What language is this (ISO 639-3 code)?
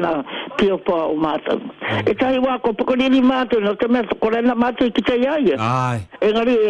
mri